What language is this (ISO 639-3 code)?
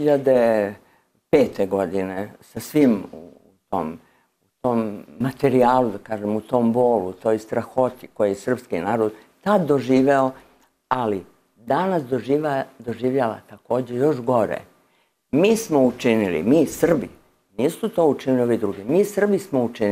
srp